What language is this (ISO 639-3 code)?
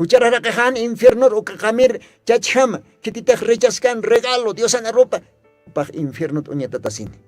aym